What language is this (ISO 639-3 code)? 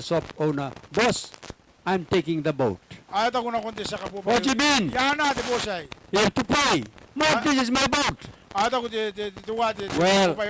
gil